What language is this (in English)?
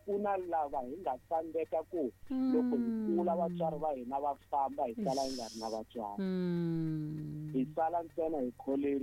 Tsonga